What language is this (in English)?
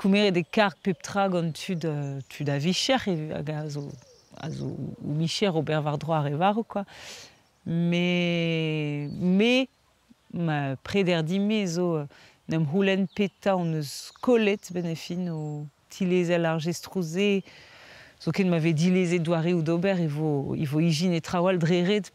Breton